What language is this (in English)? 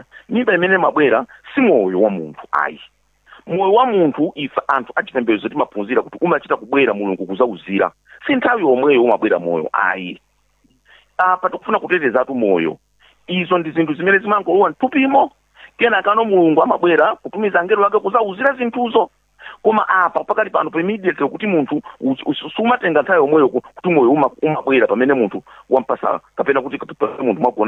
Nyanja